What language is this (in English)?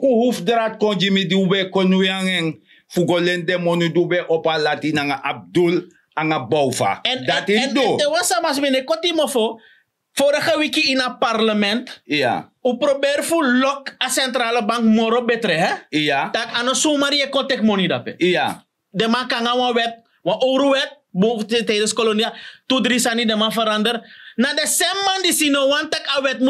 Sranan Tongo